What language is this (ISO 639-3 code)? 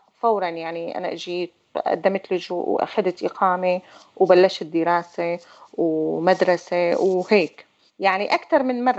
apc